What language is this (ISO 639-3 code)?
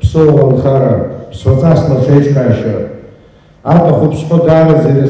abk